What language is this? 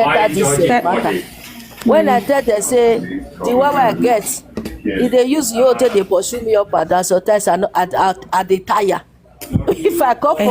Nigerian Pidgin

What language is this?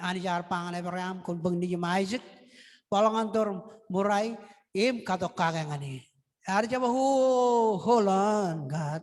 Marshallese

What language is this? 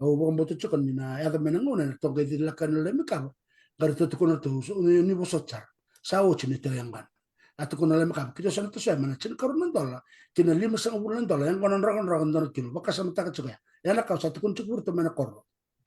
Fijian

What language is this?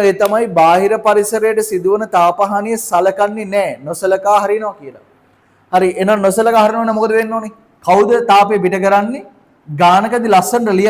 Sinhala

